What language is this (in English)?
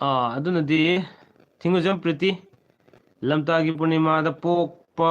Manipuri